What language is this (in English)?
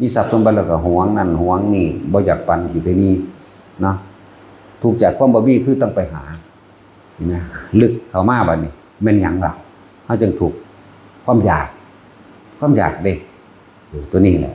Northeastern Thai